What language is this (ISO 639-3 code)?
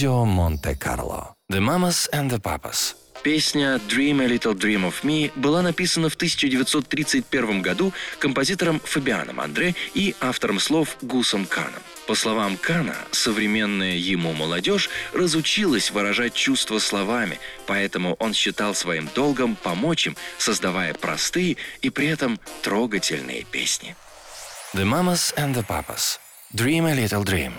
rus